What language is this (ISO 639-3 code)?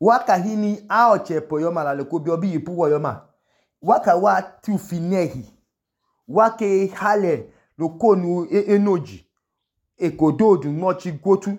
idu